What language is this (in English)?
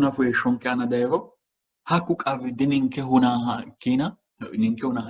Sidamo